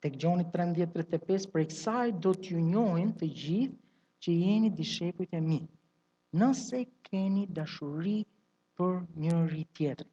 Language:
Albanian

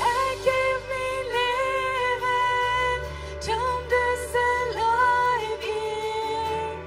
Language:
Plautdietsch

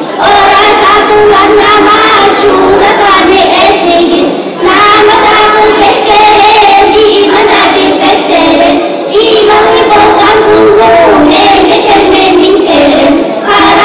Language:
Kumyk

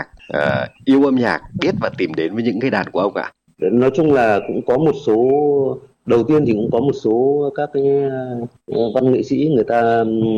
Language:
Vietnamese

